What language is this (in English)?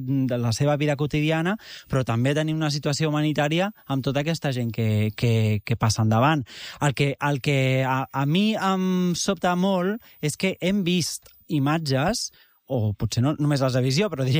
Catalan